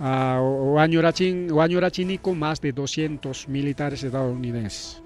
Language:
Ayacucho Quechua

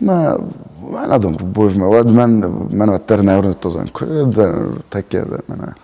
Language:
Ossetic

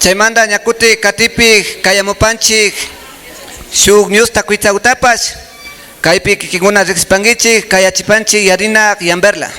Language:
Imbabura Highland Quichua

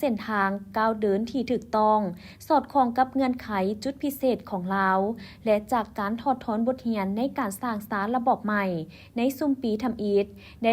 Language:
Lao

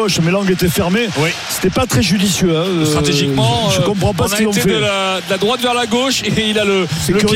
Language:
French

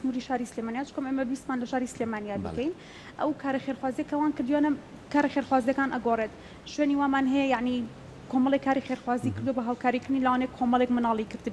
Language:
Central Kurdish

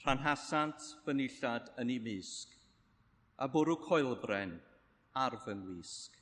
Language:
Welsh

